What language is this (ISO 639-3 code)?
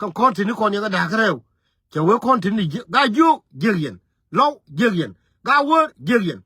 nus